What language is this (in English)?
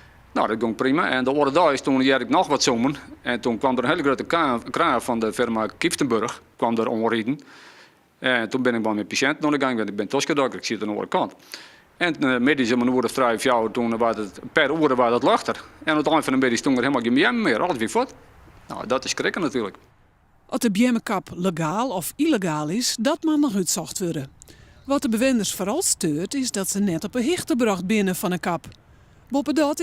Western Frisian